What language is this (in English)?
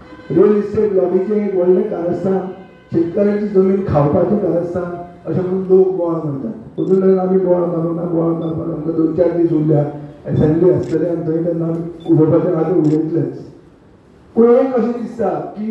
Konkani